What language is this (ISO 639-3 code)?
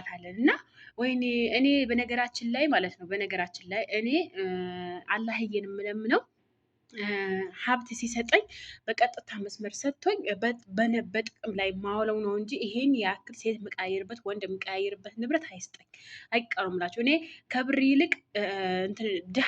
amh